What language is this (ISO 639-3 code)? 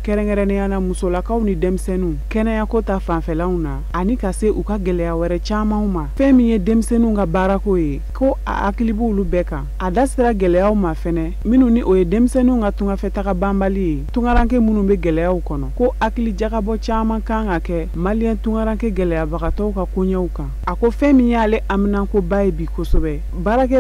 bam